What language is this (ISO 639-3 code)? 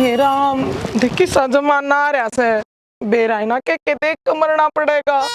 bgc